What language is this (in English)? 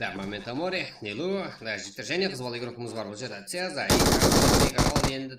Kara-Kalpak